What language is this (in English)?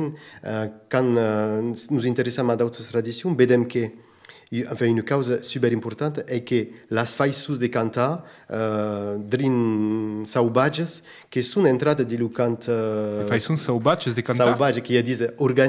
Occitan